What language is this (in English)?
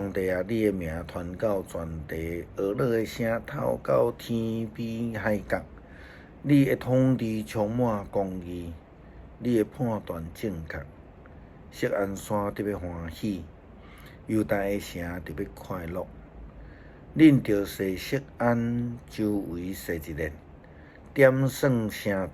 Min Nan Chinese